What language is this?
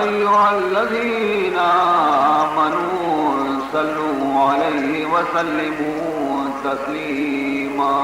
Baluchi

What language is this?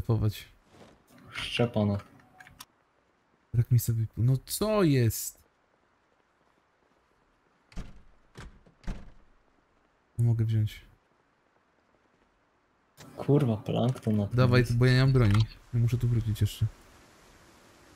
Polish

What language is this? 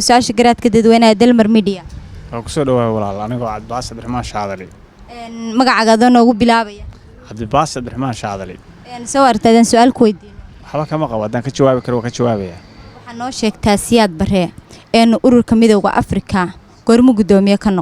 Somali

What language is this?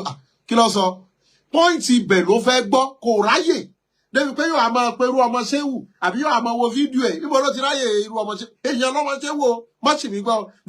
Yoruba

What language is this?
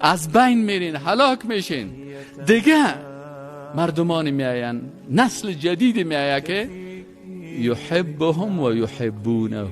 Persian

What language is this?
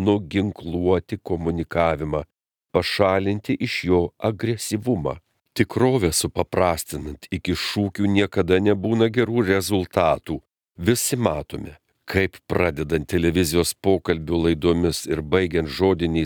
Lithuanian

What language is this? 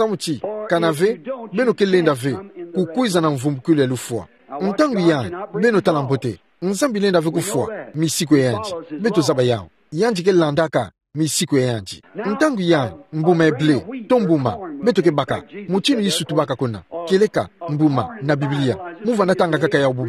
Kituba (Democratic Republic of Congo)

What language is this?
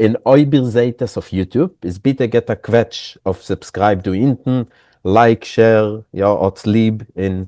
Yiddish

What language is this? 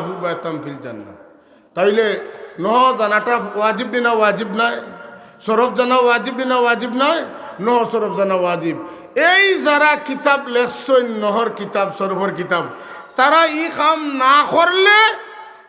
Sylheti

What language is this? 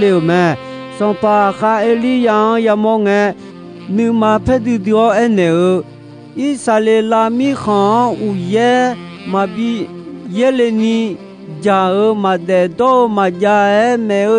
Akha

